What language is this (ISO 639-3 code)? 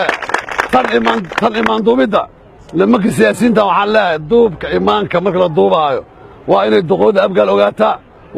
som